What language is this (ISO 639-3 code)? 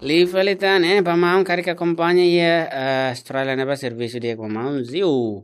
tet